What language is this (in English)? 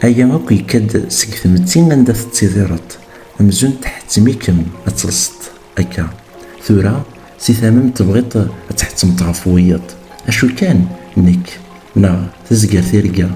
Kabyle